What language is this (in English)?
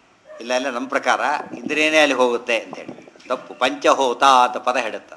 Kannada